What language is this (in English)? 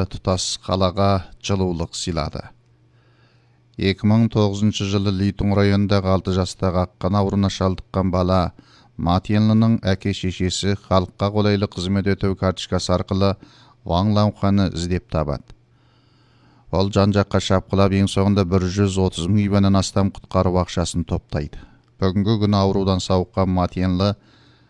Kazakh